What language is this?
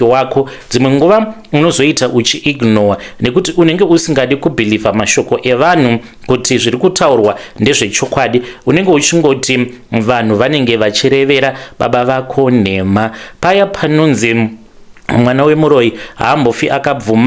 Shona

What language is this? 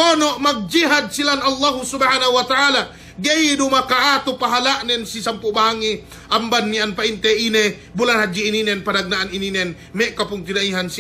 Yakan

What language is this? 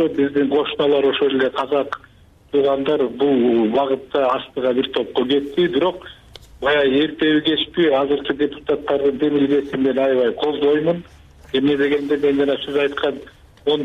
Kyrgyz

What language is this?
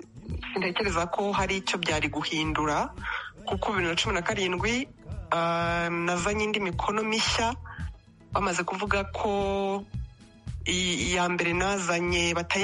Kinyarwanda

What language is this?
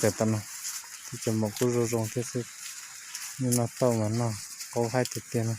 Hmong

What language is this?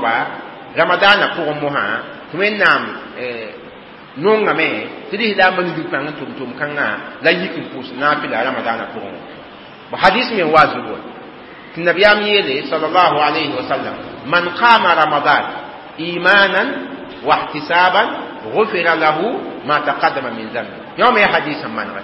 Mossi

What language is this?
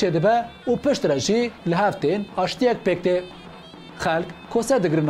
Kurdish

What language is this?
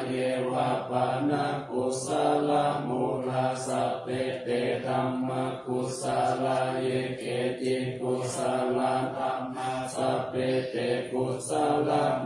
Pali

